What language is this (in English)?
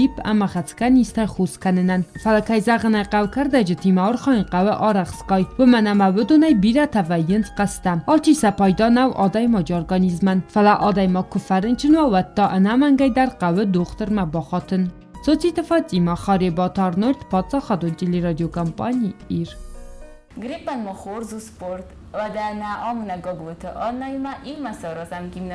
Ossetic